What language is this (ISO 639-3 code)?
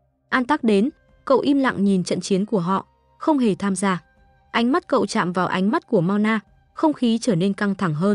vie